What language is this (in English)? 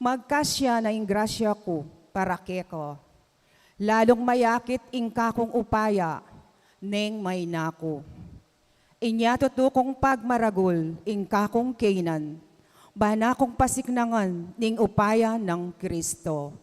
Pampanga